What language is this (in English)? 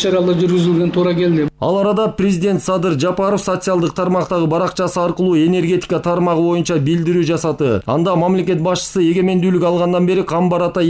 Kyrgyz